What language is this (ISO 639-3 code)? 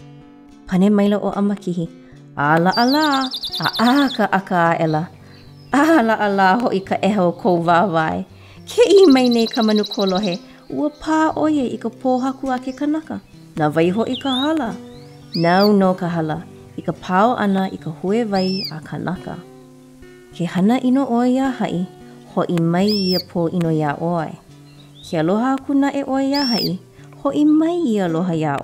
haw